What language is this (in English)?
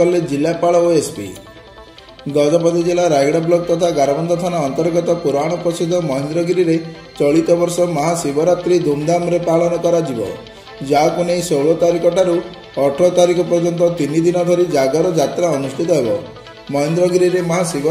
Odia